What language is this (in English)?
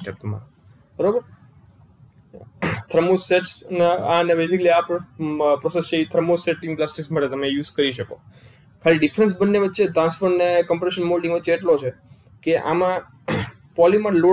Gujarati